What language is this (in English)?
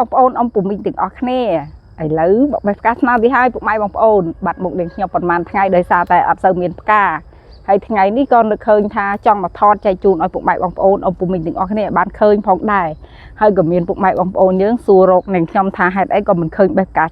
Khmer